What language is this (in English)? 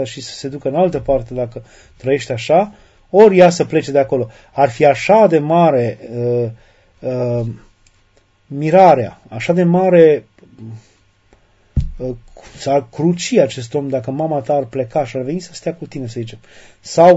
Romanian